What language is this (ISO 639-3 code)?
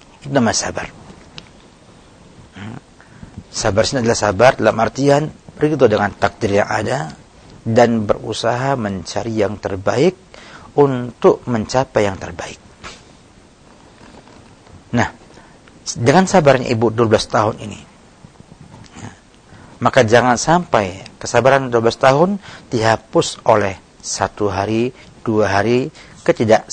ind